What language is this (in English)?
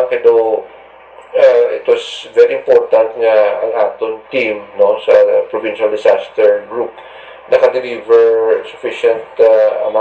Hiligaynon